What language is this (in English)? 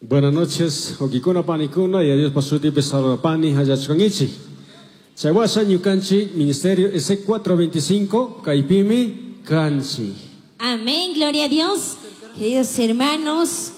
Chimborazo Highland Quichua